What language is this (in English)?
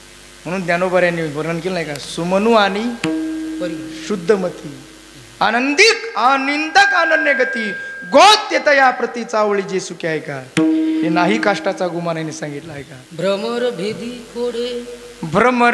Marathi